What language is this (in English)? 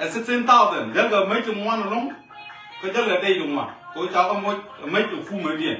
Nuer